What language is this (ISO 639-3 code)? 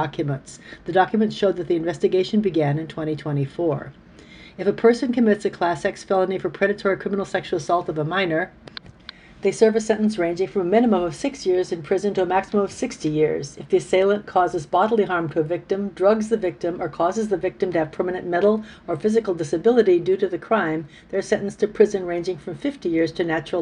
eng